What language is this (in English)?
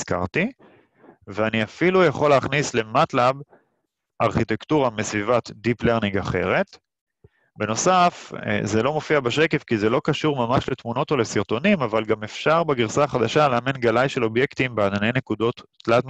Hebrew